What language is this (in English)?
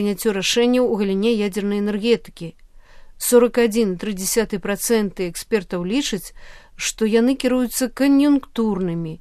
Belarusian